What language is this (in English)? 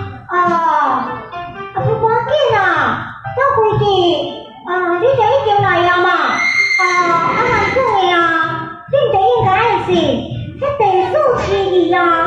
Min Nan Chinese